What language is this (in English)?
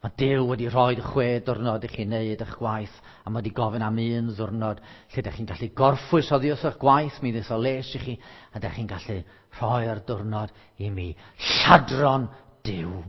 Welsh